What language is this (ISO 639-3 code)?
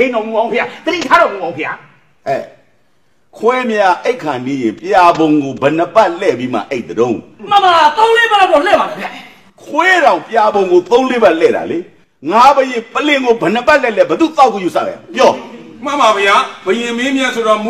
mya